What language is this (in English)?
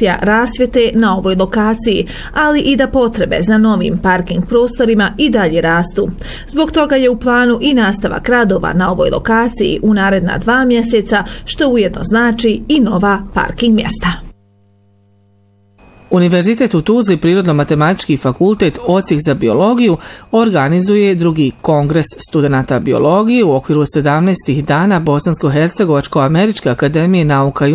Bosnian